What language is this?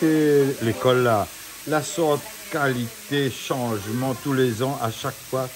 Réunion Creole French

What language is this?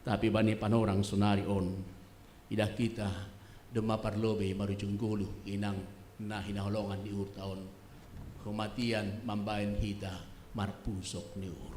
Batak Simalungun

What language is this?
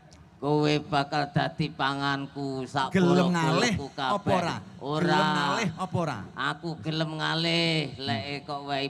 Javanese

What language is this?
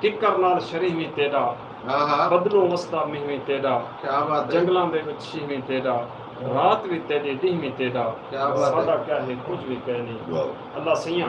Saraiki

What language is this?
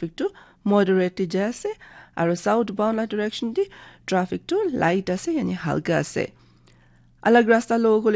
Naga Pidgin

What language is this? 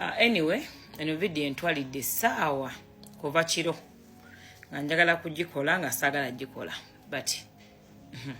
Ganda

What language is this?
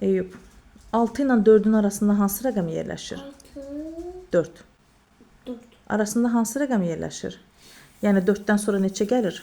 Azerbaijani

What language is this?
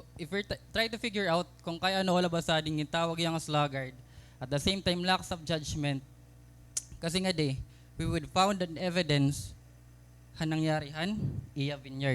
Waray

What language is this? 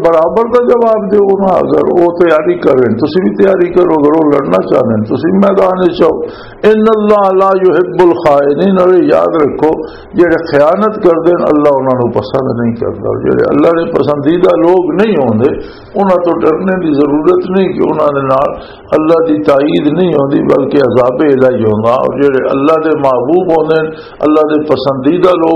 Western Panjabi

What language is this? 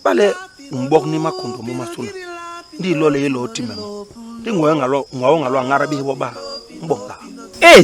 Basaa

